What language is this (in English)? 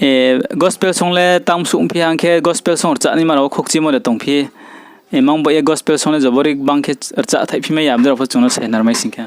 Riang (India)